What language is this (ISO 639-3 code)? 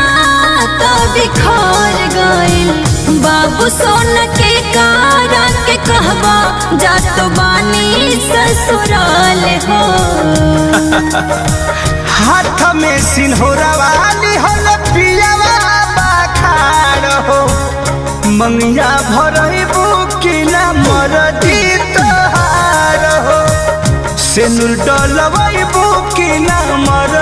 bho